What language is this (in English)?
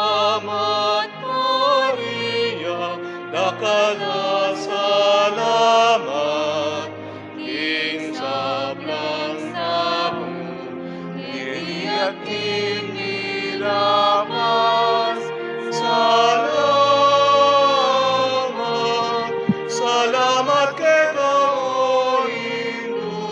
Pampanga